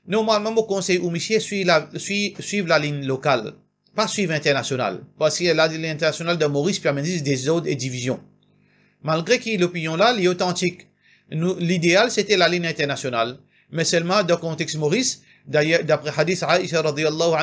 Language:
Morisyen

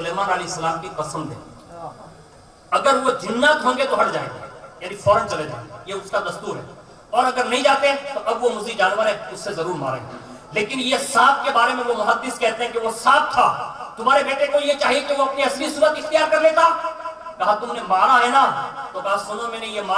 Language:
Urdu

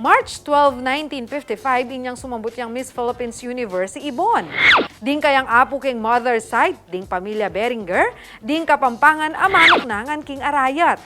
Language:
Pampanga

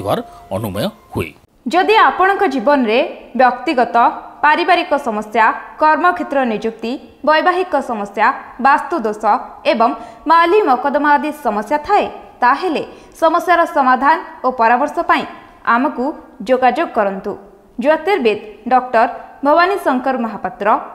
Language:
Odia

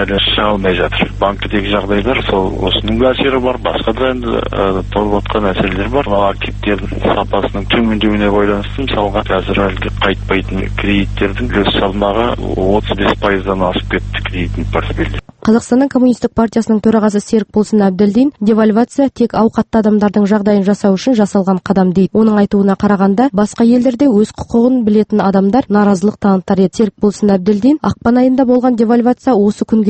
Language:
Kazakh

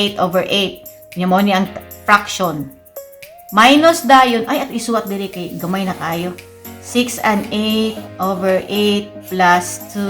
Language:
Cebuano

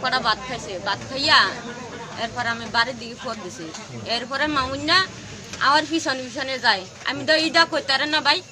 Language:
Kok Borok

